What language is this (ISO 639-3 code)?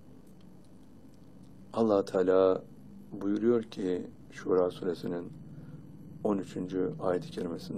tur